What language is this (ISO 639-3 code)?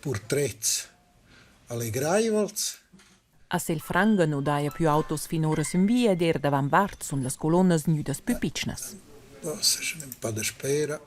roh